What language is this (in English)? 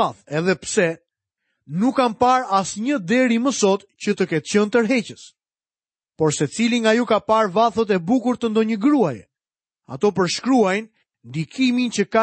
Albanian